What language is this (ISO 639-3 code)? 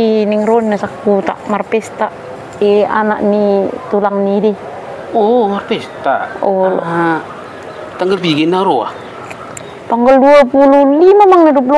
bbc